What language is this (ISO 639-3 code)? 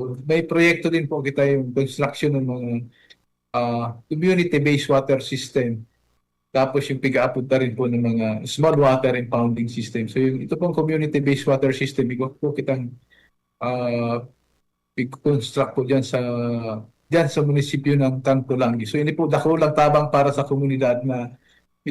bik